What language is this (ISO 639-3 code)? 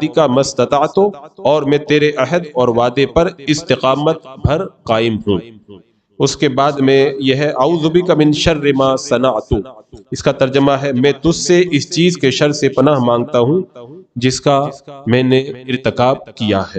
urd